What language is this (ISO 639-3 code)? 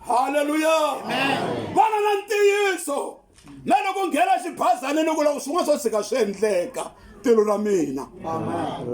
tso